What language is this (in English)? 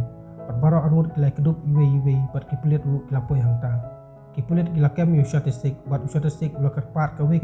Khasi